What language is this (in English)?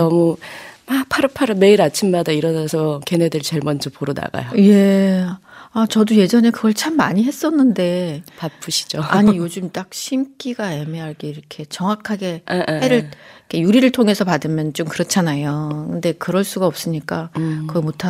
Korean